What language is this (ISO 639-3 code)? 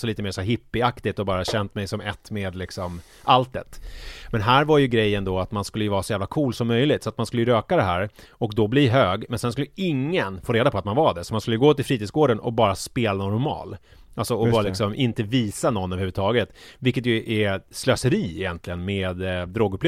swe